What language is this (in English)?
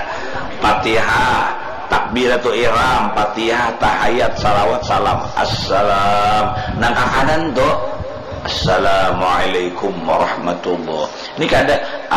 Banjar